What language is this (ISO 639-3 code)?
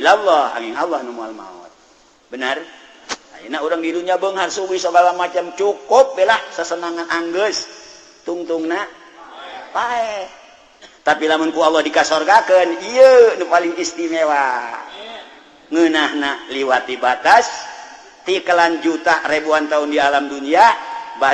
sun